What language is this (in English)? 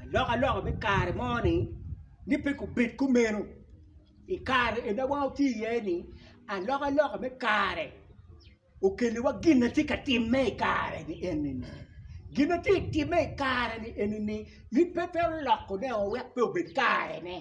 Acoli